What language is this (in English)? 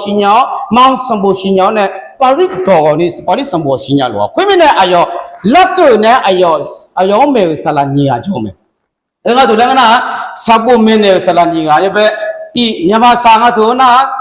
Akha